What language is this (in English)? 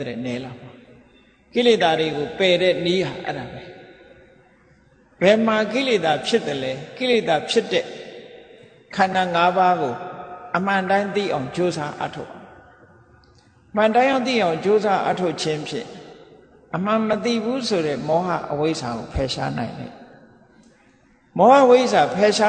Burmese